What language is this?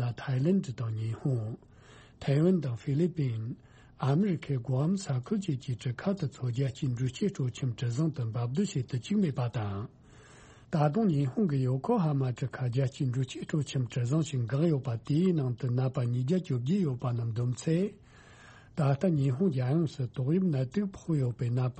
Tibetan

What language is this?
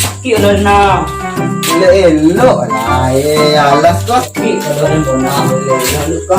Minangkabau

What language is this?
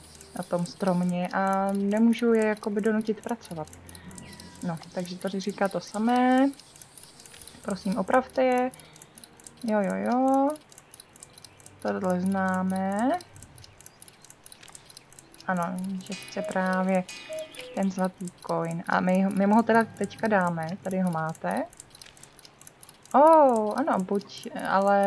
Czech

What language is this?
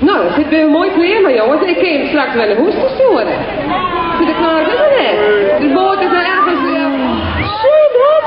Western Frisian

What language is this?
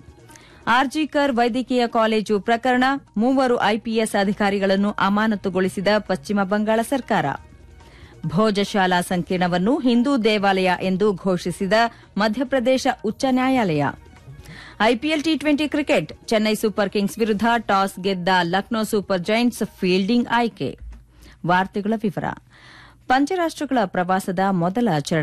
Kannada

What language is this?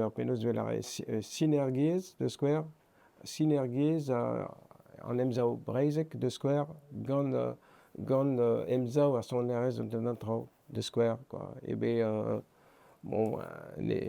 Breton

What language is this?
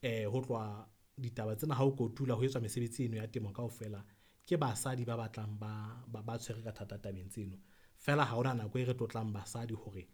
Southern Sotho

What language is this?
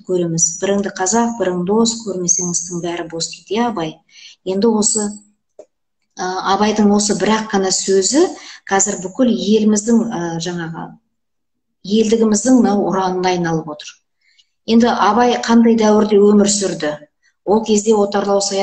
Kazakh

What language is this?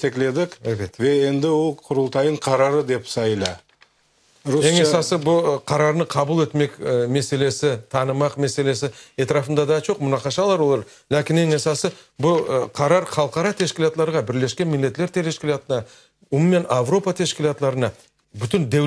Crimean Tatar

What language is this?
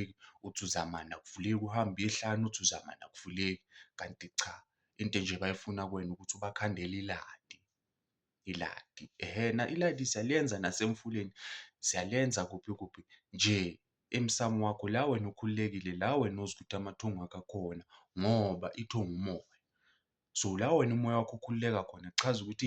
Zulu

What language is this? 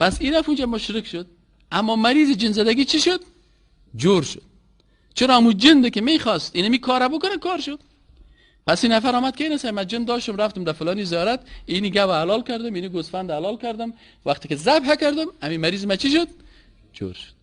Persian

